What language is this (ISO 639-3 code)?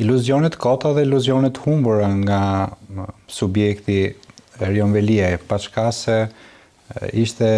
sqi